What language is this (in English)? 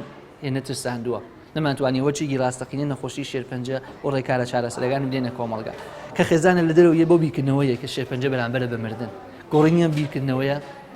Central Kurdish